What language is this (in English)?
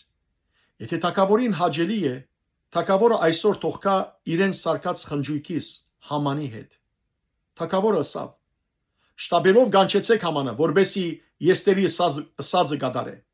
Western Armenian